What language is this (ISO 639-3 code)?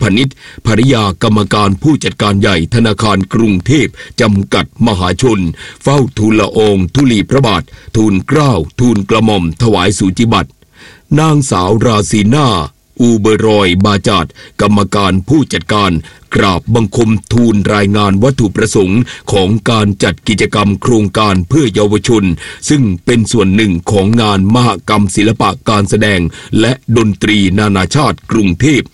tha